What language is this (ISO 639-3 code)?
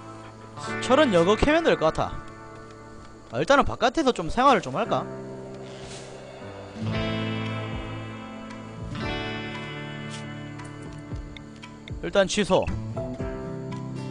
kor